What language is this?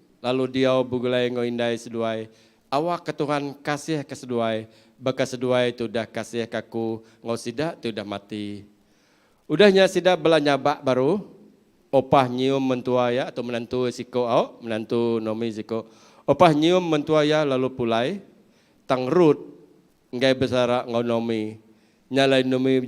Iban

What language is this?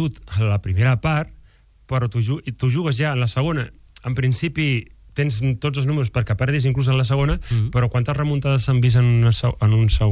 Catalan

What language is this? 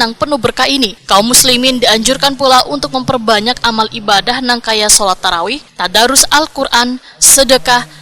Banjar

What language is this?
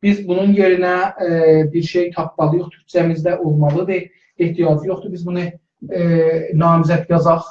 South Azerbaijani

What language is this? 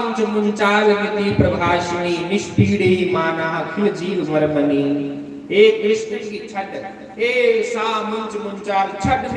Dogri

